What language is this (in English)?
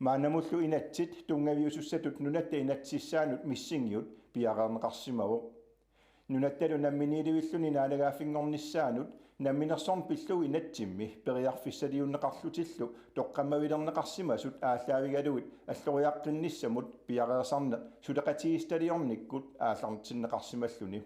Kalaallisut